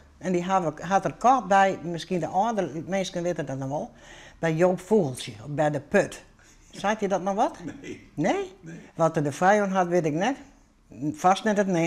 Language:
Western Frisian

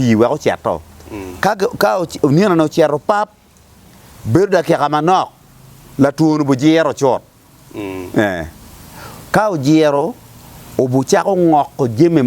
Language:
Acoli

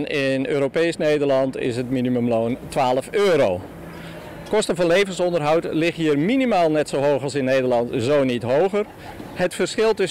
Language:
Dutch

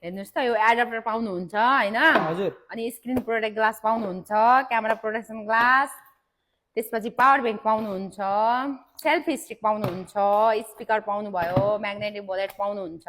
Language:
Nepali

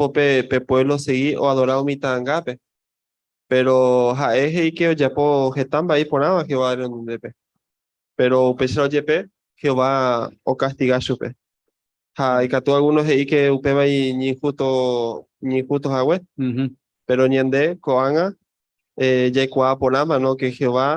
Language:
Guarani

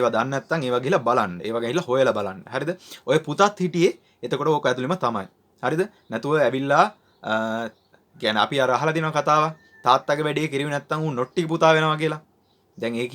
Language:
Sinhala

